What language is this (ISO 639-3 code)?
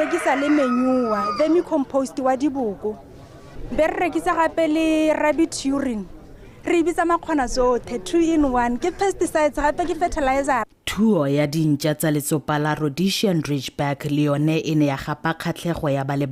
tsn